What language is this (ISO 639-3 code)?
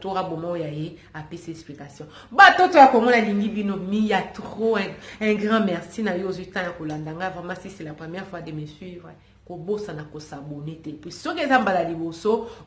lin